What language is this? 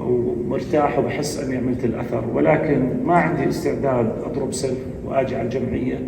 North Levantine Arabic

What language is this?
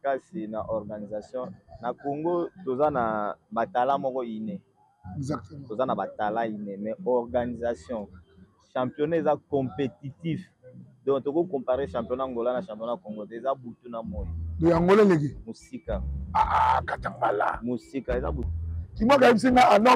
Lingala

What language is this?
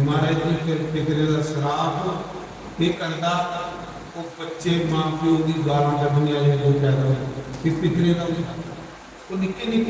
Dogri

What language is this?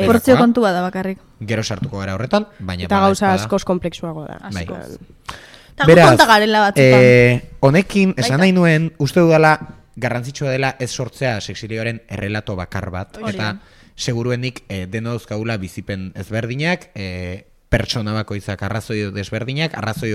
Basque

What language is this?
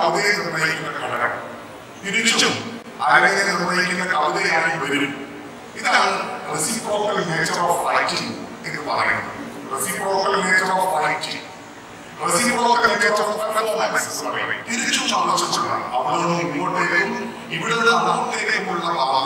Malayalam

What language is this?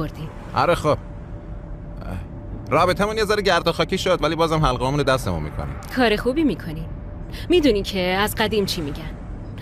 Persian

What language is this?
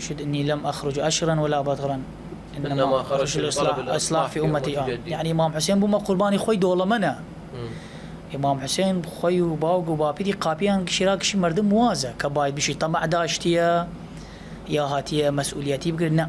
Southern Kurdish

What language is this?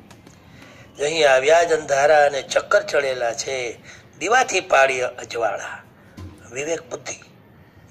Gujarati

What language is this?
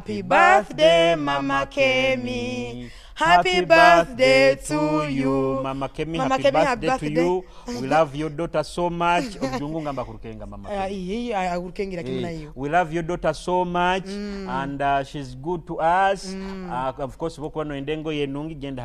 Nyoro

